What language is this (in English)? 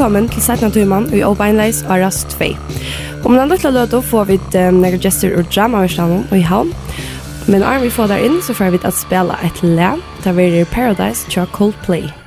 Faroese